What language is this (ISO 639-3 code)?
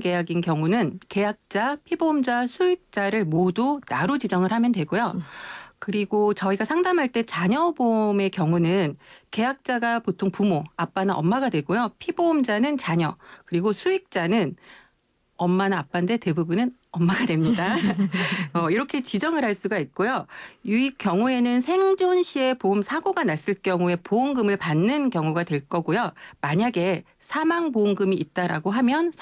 kor